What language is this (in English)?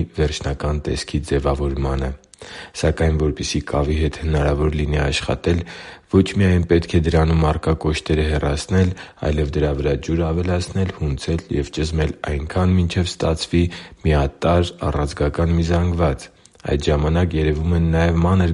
Armenian